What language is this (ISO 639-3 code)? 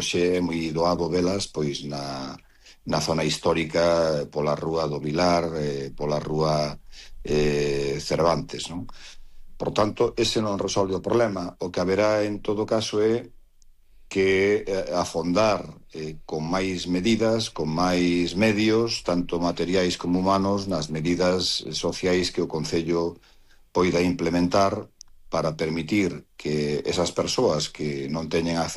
glg